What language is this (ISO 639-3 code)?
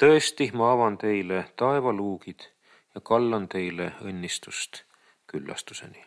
est